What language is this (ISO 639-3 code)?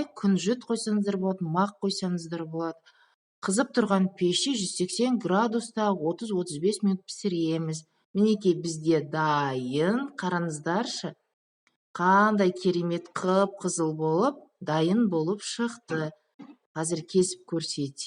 kaz